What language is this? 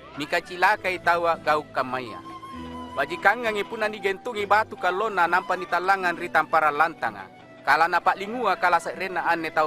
Makasar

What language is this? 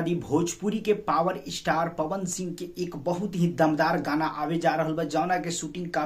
Bhojpuri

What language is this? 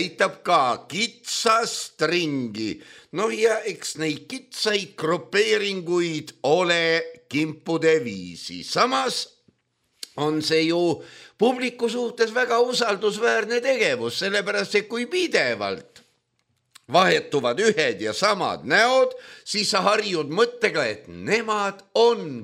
Estonian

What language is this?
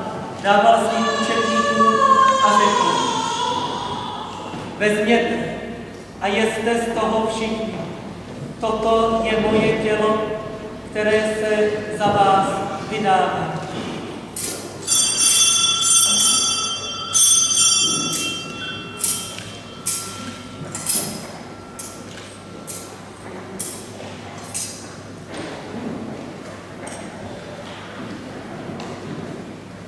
Czech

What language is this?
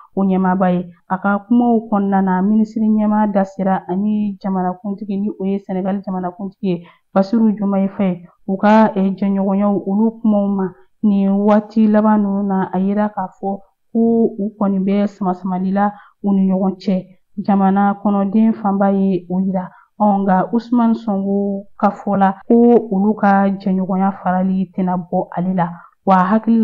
Bambara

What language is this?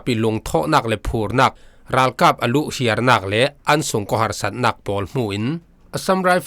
Falam Chin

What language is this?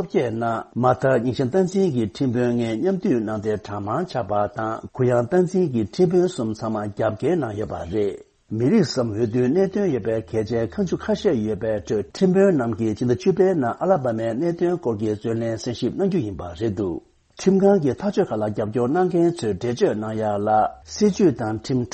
Tibetan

